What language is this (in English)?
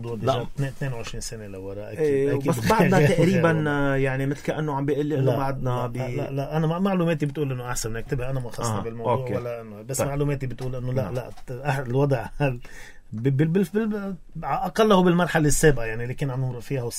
North Levantine Arabic